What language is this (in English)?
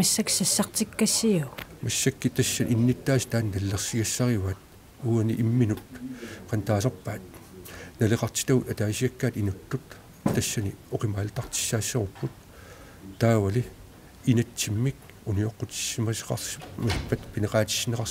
Kalaallisut